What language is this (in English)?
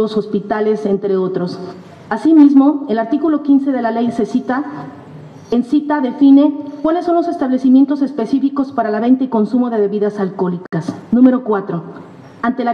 Spanish